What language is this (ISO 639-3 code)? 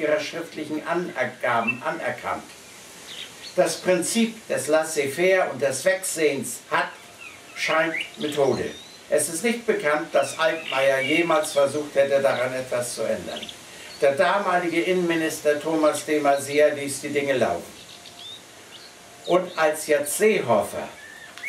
deu